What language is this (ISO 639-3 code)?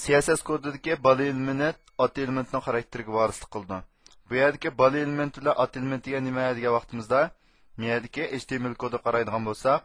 uig